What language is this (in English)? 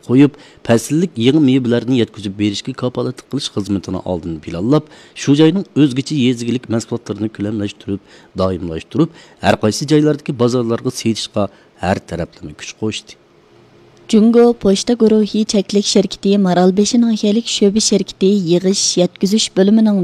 Uyghur